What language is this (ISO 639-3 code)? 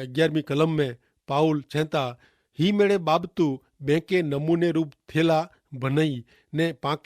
kfr